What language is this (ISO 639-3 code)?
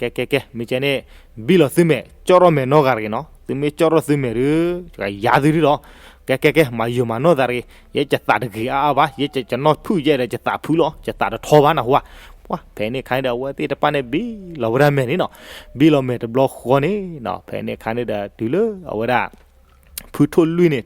ksw